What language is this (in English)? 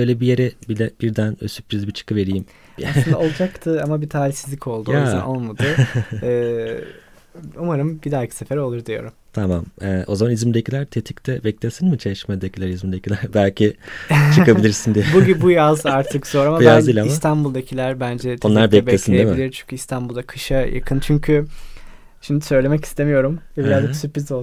Turkish